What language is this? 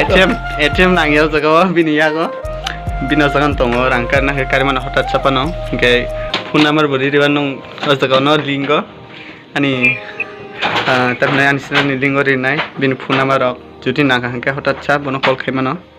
Kok Borok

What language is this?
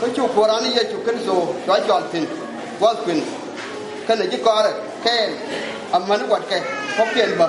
Nuer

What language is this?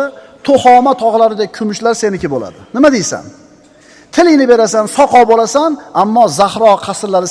Uzbek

